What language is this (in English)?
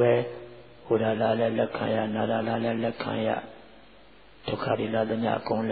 Burmese